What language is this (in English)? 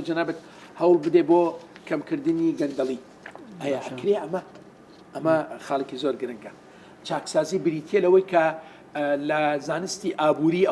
Central Kurdish